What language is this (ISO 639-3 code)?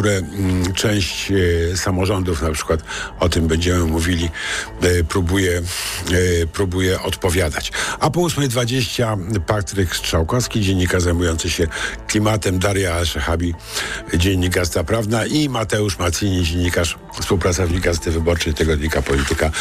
pol